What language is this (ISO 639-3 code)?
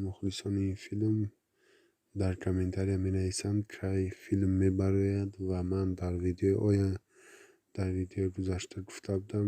tgk